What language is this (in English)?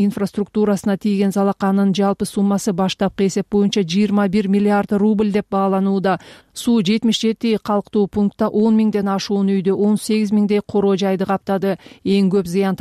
Kyrgyz